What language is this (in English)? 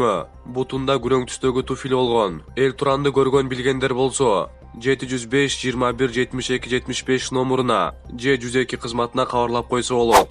Kyrgyz